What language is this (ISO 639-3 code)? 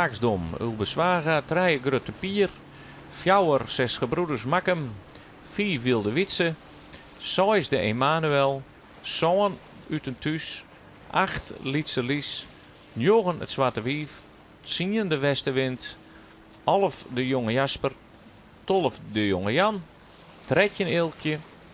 fry